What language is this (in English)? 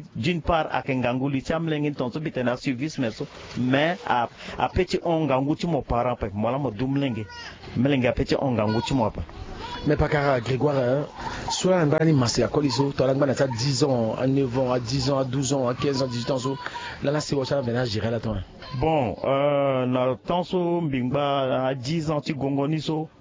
Sango